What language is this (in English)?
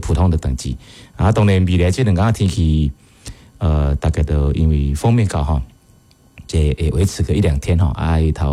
Min Nan Chinese